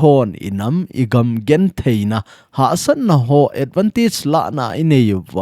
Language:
Thado Chin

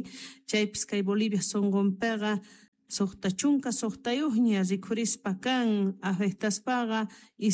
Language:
South Bolivian Quechua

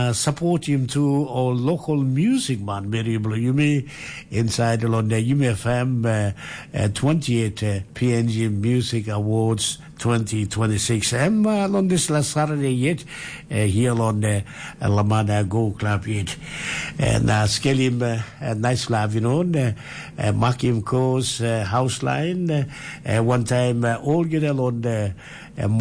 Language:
Tok Pisin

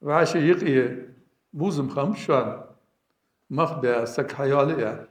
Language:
Ingush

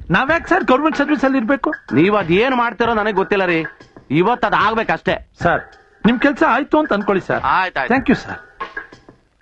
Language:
Kannada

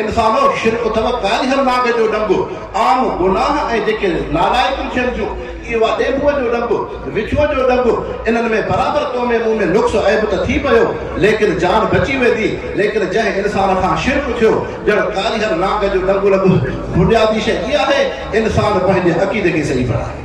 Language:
Sindhi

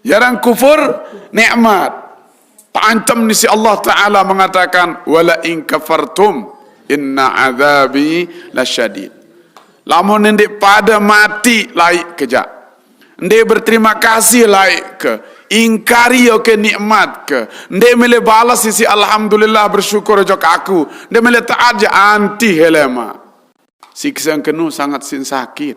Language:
Sasak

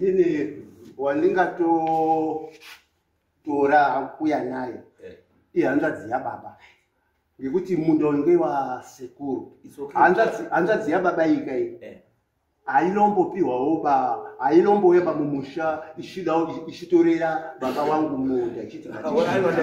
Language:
Shona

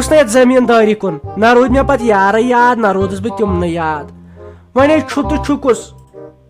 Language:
Kashmiri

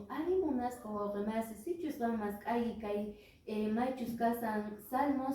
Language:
Quechua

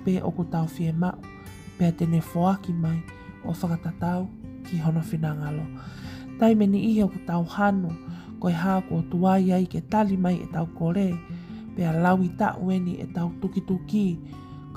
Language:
Tongan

